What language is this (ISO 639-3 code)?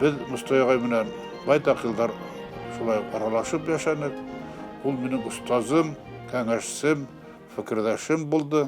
bak